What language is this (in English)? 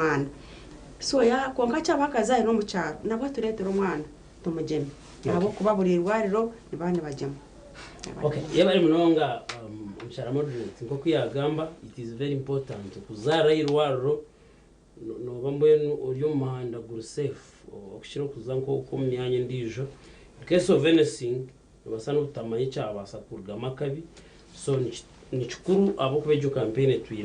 Nyankole